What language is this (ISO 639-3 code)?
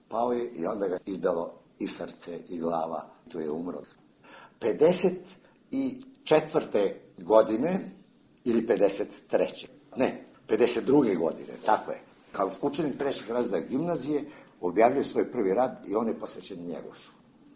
srp